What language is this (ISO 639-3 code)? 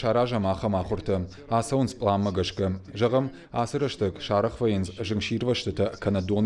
oss